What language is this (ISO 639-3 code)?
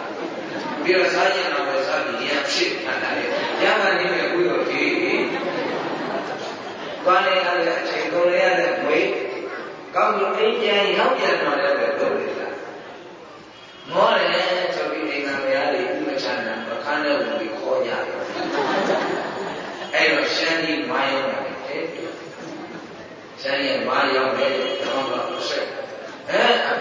mya